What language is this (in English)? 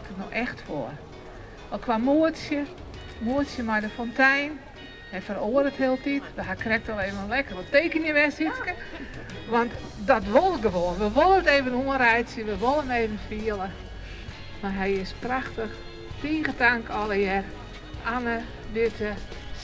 Western Frisian